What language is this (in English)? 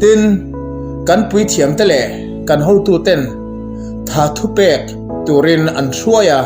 Mizo